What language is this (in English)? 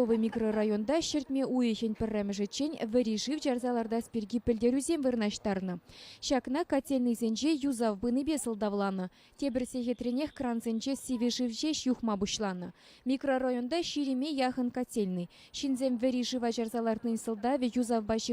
Chuvash